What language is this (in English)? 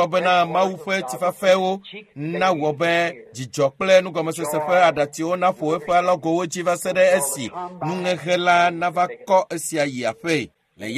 Ewe